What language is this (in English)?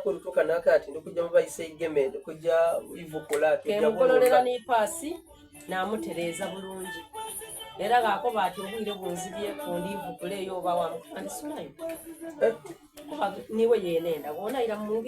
Soga